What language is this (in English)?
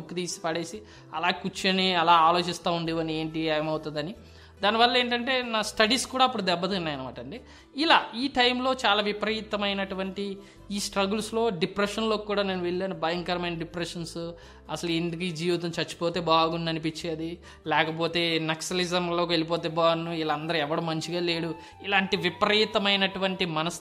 Telugu